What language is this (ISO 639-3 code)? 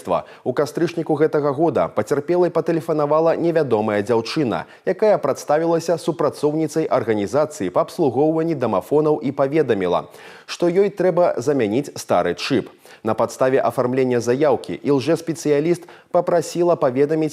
bel